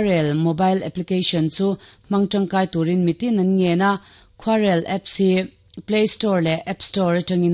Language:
Mizo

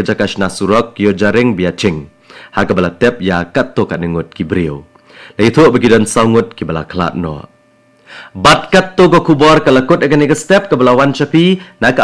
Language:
Khasi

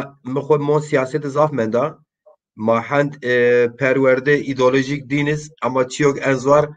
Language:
Zaza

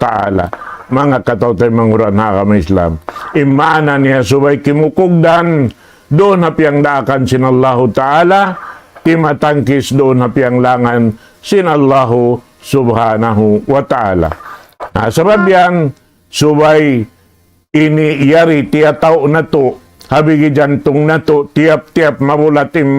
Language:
Tausug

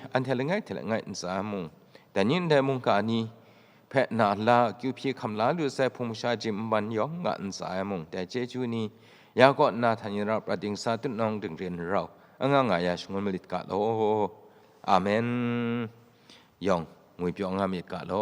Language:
Kachin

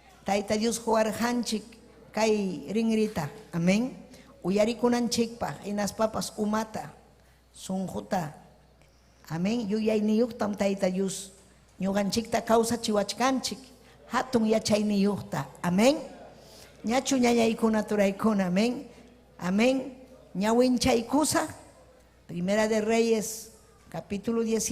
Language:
Ayacucho Quechua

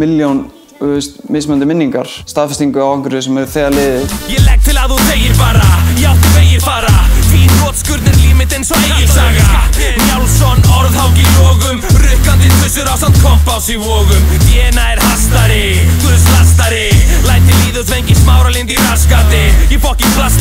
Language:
Icelandic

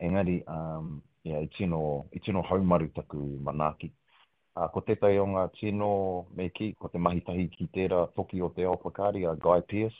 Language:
Māori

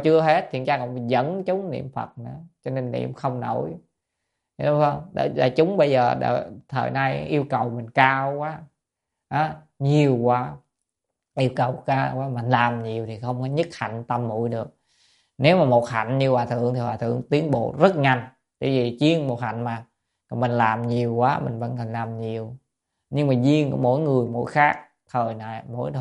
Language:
Vietnamese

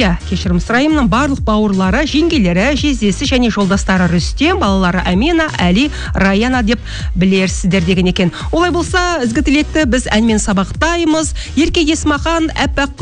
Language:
Kazakh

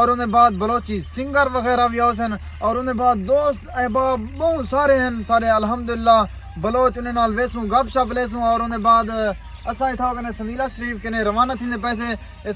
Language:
Saraiki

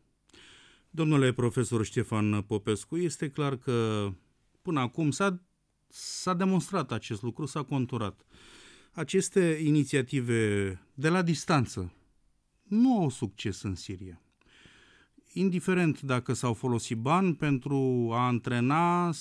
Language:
Romanian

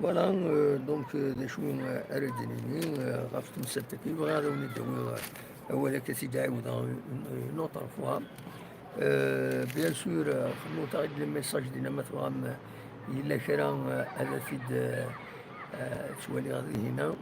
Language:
Kabyle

